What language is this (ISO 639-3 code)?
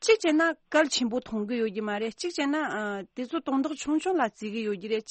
bod